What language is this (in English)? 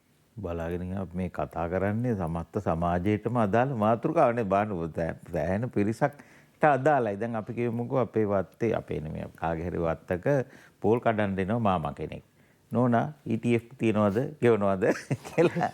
Sinhala